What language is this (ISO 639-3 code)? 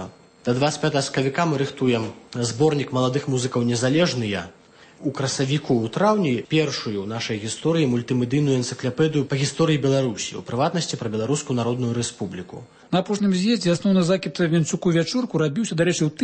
bel